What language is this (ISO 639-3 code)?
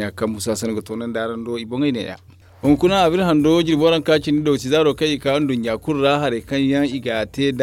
dje